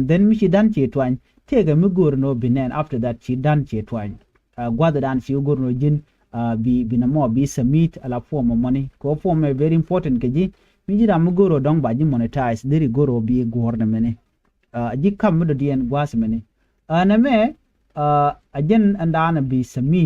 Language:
Nuer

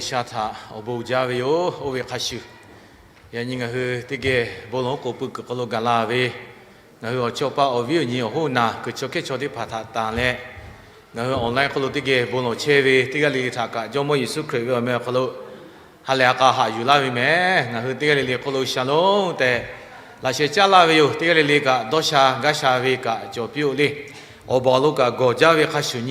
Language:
Lahu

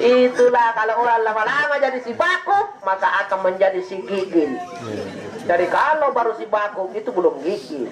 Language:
Makasar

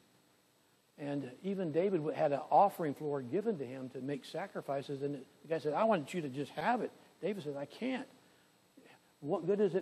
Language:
English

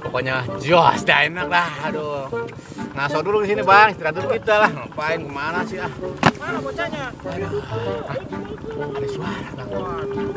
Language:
Betawi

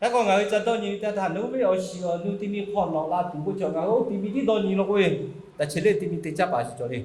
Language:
Lahu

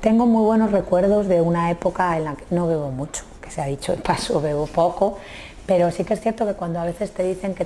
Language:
Spanish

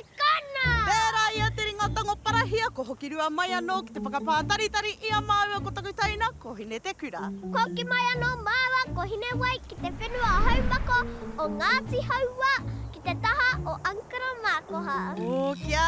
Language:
Māori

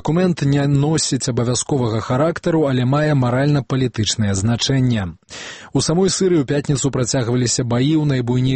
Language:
Belarusian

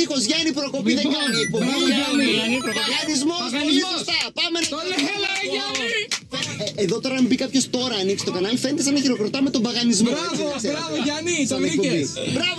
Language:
Greek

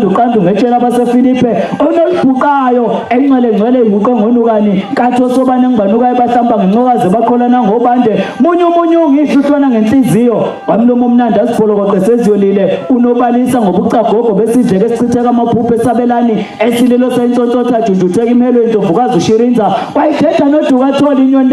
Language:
Zulu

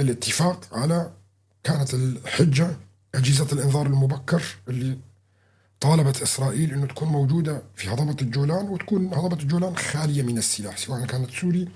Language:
North Levantine Arabic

